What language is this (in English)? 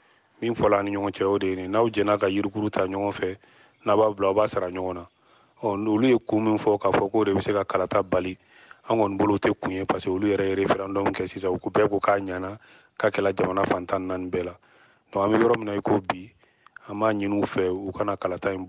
Bambara